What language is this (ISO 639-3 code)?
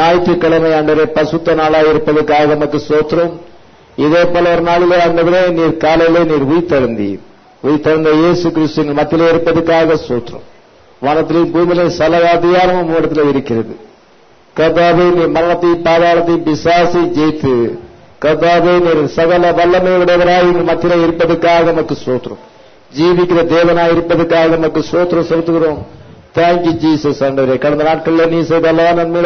tam